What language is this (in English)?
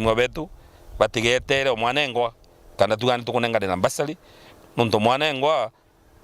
Meru